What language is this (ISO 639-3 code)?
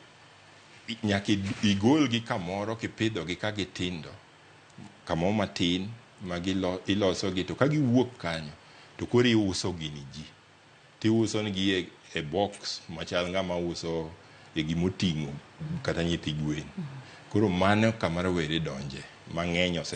luo